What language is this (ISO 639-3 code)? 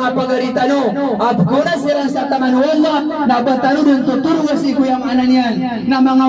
mrw